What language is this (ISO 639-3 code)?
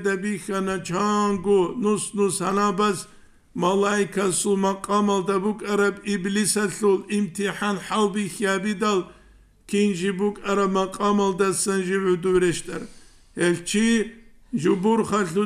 ava